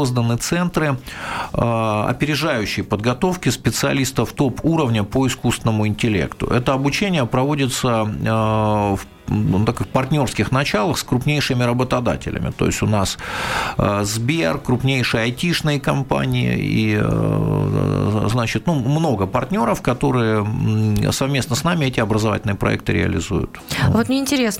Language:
Russian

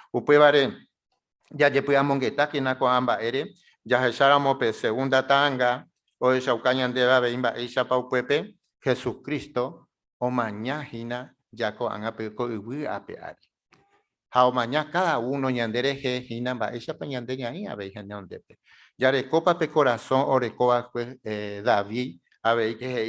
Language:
Guarani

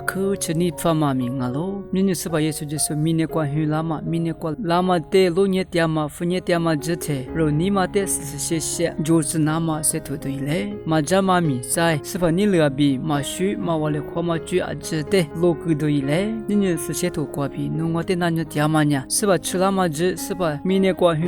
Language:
Lisu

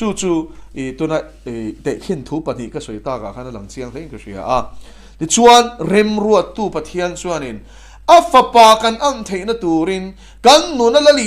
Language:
Mizo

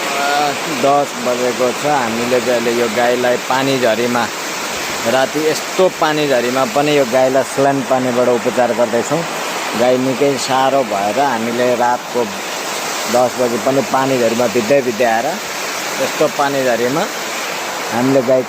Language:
Nepali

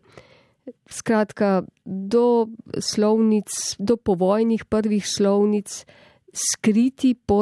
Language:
Slovenian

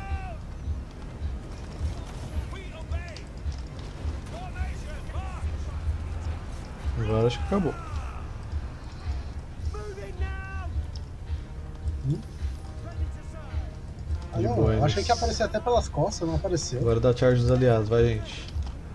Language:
Portuguese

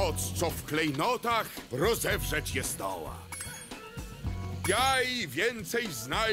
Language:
Polish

